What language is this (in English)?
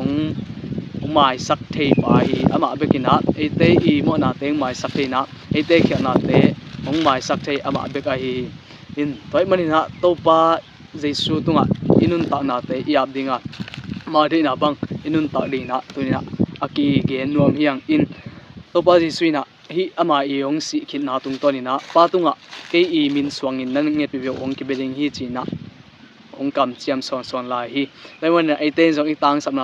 Tedim Chin